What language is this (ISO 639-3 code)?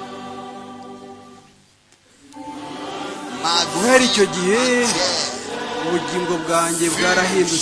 kin